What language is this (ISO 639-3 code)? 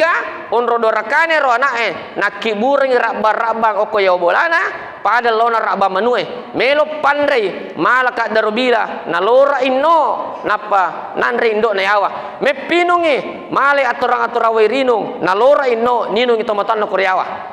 bug